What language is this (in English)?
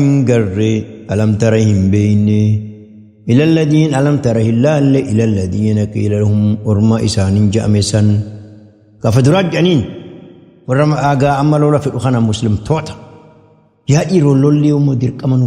Oromo